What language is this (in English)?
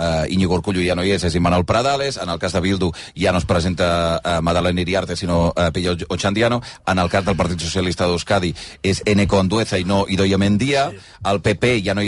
Catalan